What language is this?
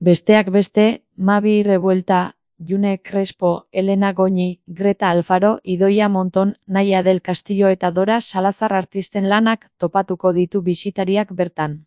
Basque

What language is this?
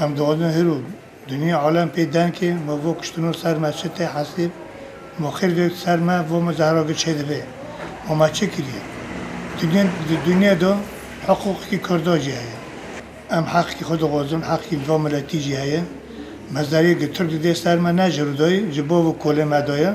Kurdish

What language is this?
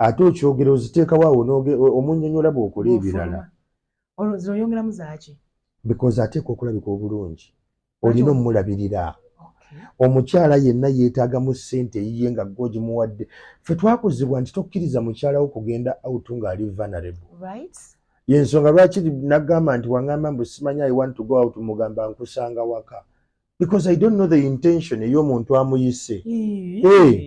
Ganda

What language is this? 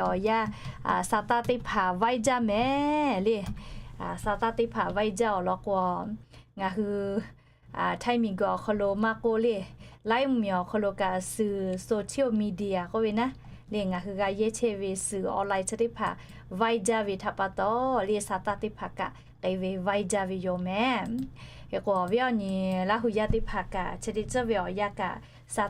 Lahu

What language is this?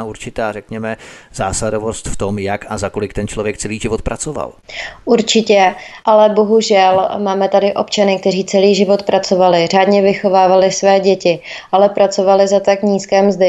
Czech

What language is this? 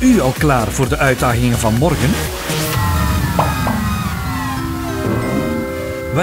Dutch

